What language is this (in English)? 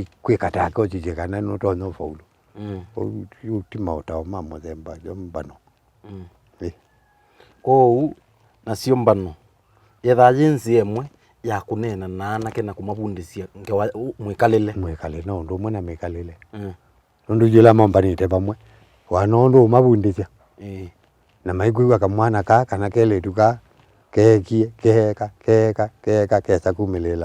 Kamba